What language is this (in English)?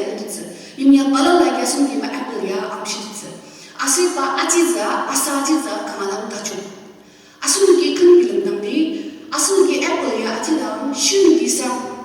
Ao Naga